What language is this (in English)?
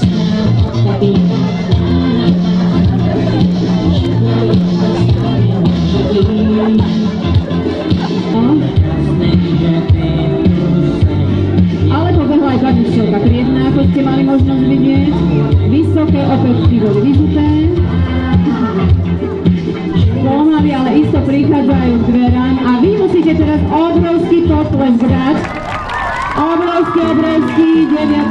Slovak